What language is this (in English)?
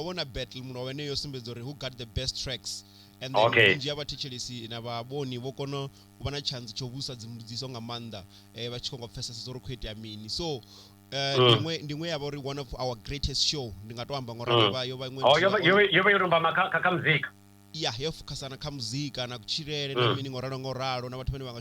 Venda